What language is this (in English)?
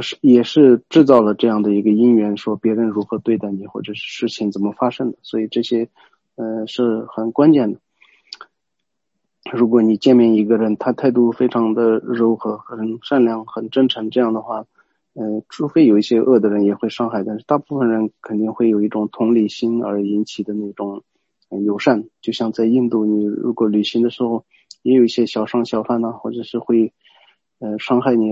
Chinese